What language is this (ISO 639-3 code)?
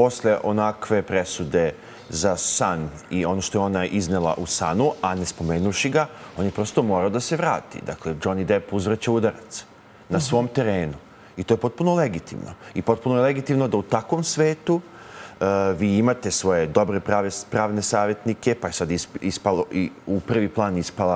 srp